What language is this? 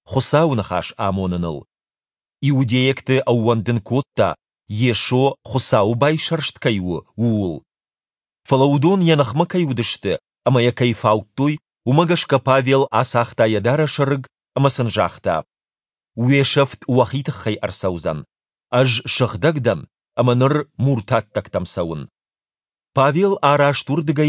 Ossetic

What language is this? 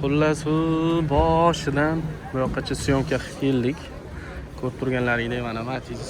Uzbek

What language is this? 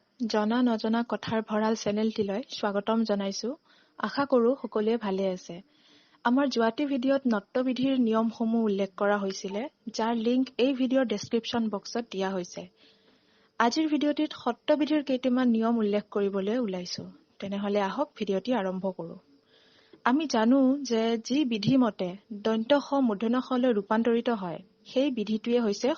Assamese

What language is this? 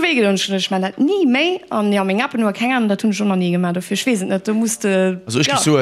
Luxembourgish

